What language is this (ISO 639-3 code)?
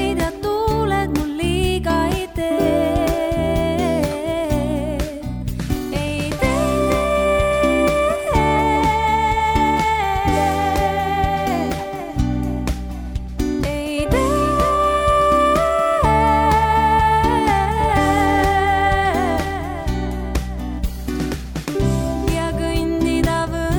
est